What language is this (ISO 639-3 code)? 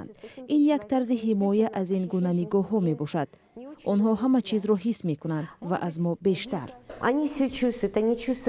tgk